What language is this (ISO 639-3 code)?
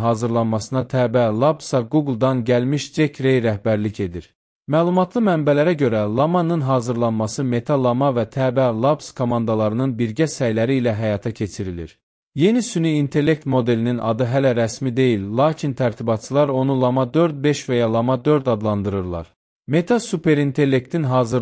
aze